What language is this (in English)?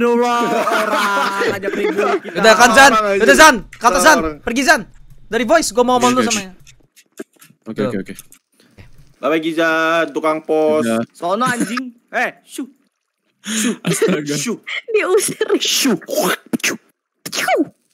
Indonesian